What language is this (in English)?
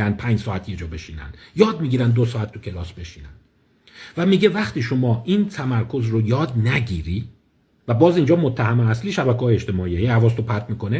Persian